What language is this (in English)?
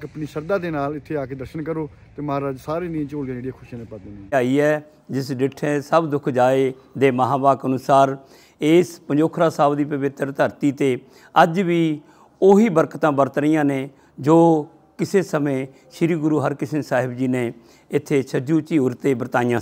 Punjabi